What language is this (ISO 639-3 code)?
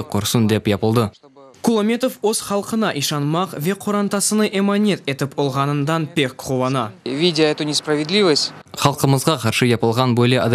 crh